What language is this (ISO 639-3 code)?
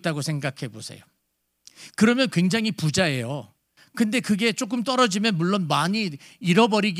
kor